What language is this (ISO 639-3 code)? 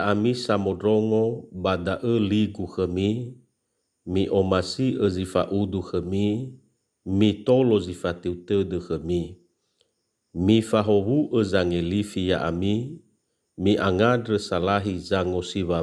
nia